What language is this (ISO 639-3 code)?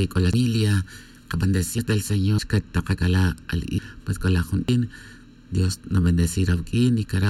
tzj